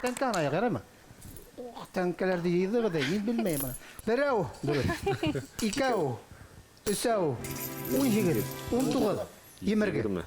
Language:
Bashkir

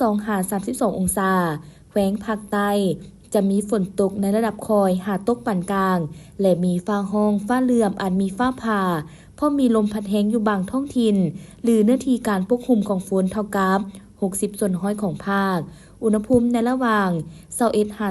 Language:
Lao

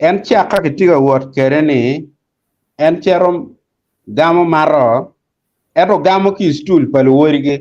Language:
Acoli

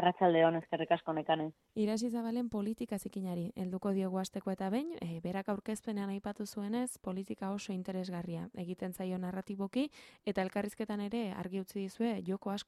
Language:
Basque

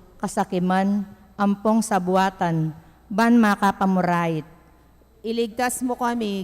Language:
Pampanga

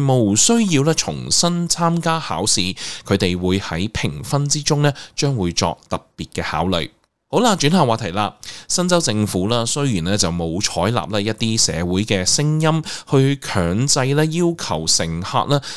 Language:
Cantonese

